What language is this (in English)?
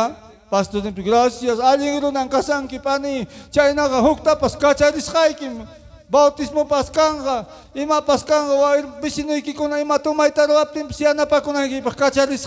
Ayacucho Quechua